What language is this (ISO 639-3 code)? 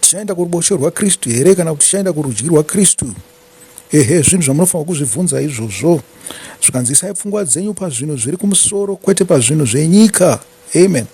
sna